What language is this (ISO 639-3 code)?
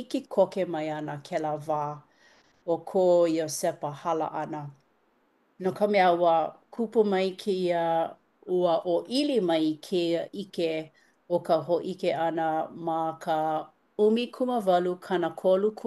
haw